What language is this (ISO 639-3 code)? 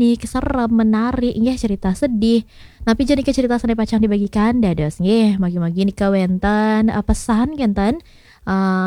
ban